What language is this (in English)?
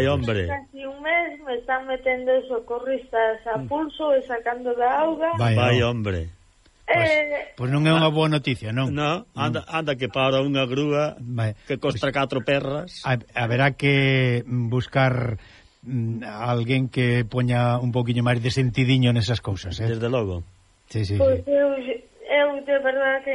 Galician